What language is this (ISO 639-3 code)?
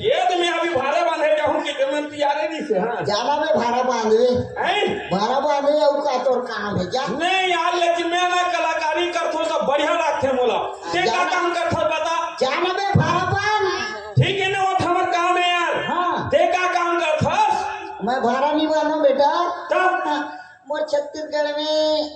hne